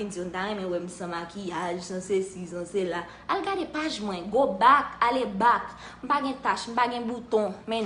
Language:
Haitian Creole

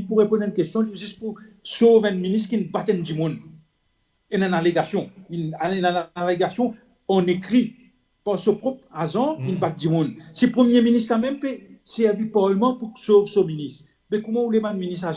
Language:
Morisyen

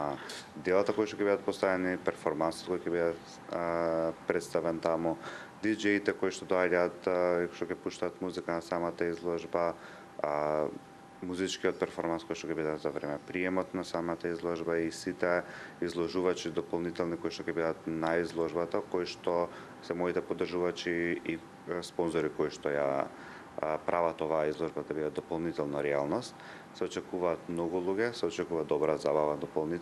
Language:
Macedonian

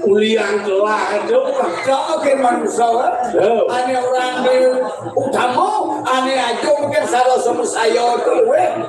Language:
Balinese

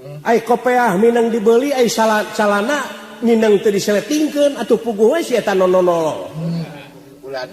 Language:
Sundanese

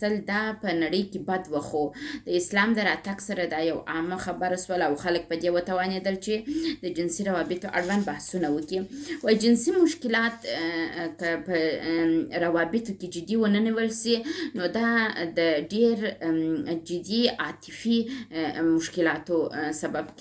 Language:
Pashto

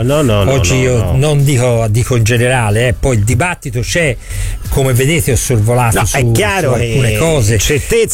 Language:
Italian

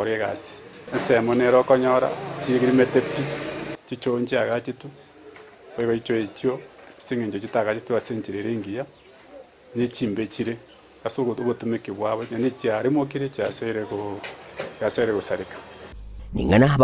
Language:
Gusii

